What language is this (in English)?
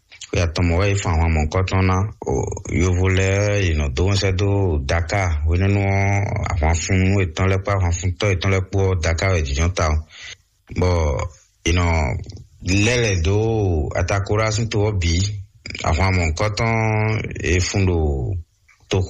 Fon